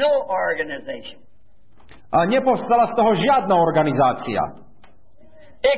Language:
Slovak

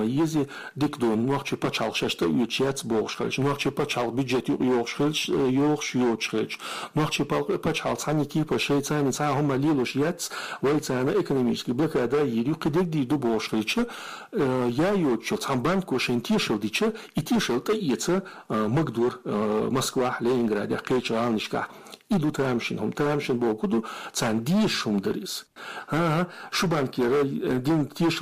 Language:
Chechen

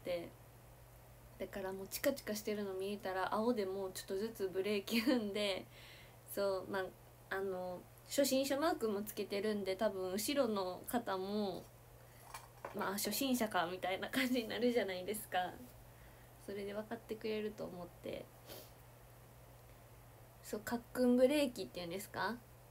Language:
Japanese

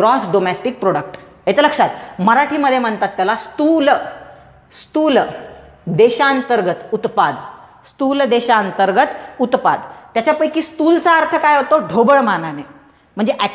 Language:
Marathi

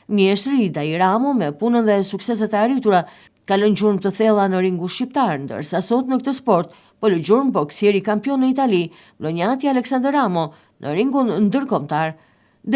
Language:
Albanian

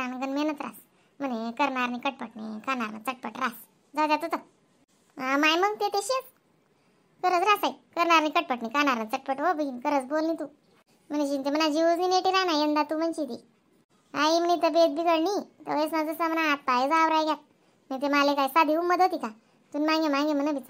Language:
Khandesi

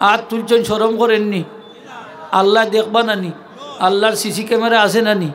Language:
Sylheti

